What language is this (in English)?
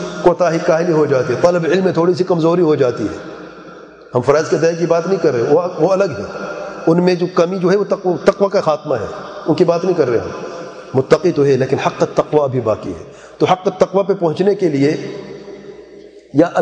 Urdu